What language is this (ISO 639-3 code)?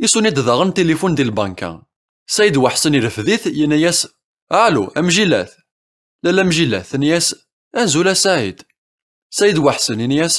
kab